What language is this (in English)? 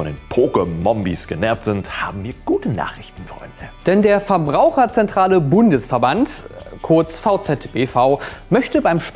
German